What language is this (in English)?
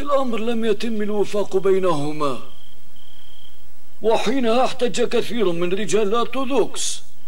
Arabic